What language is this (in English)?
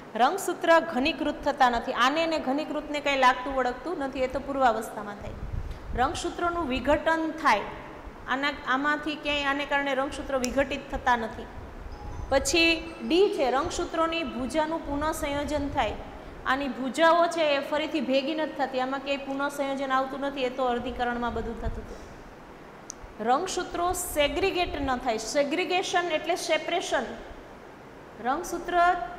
Gujarati